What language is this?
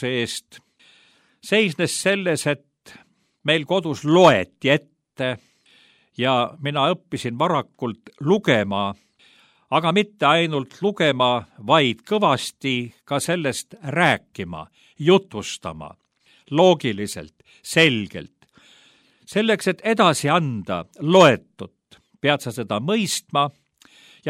Estonian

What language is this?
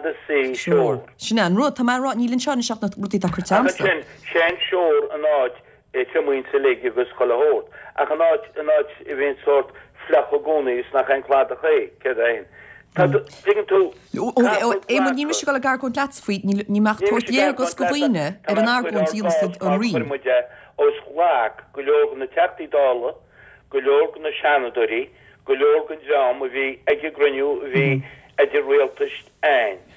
Irish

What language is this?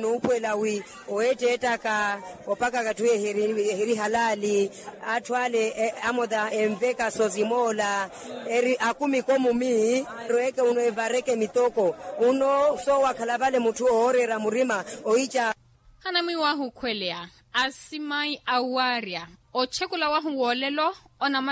Makhuwa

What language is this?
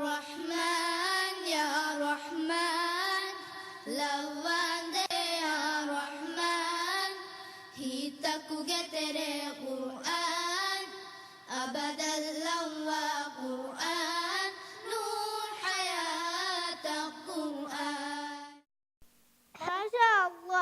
Divehi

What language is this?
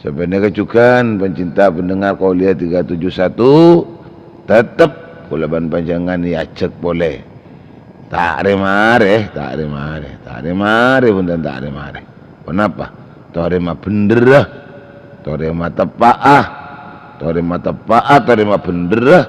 Madurese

